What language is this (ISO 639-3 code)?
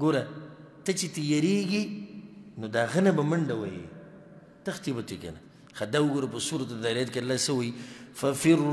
pus